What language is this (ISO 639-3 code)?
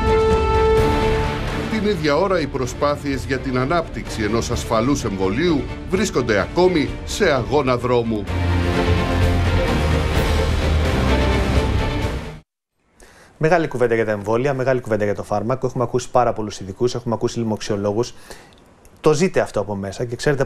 ell